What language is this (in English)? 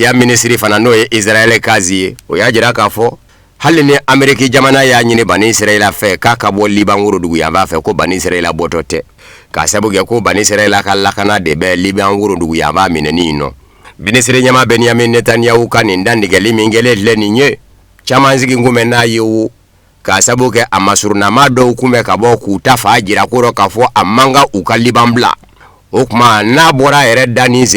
Bambara